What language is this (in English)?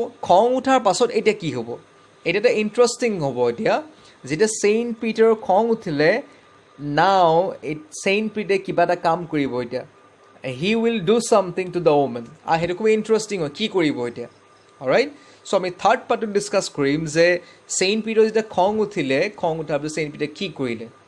Assamese